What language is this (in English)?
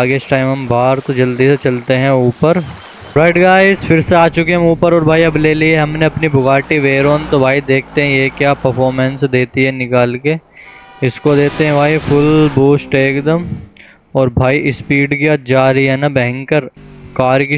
Hindi